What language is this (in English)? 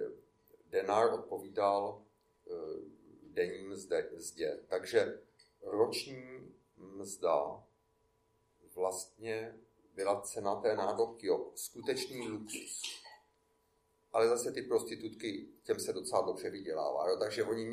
Czech